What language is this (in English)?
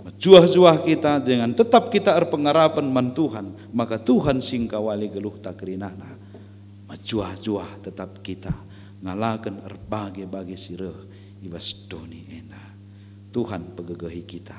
Batak Karo